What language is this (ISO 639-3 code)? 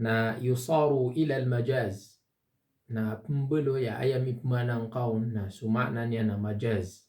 mrw